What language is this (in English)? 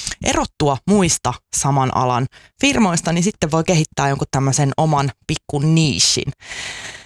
Finnish